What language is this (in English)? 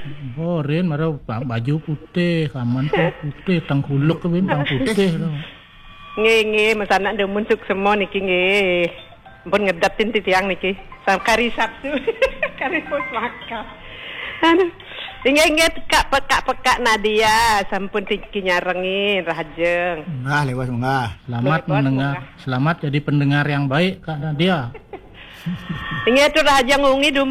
Balinese